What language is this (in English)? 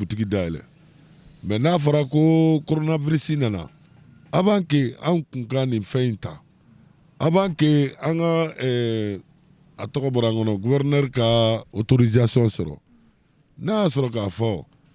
Bambara